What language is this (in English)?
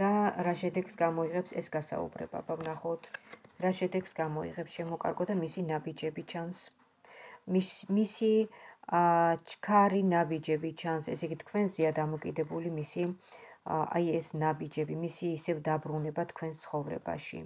Georgian